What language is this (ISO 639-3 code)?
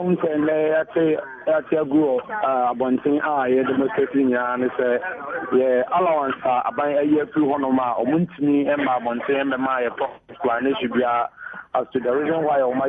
aka